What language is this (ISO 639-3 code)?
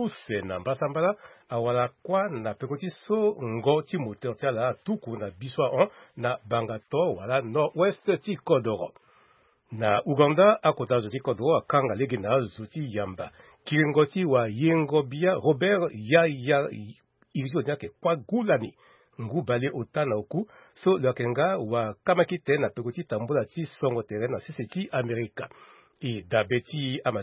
sag